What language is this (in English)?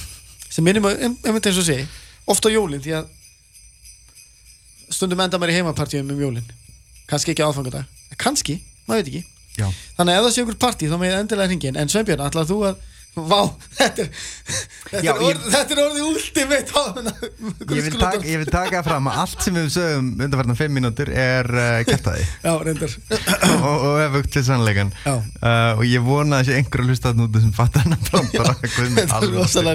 Icelandic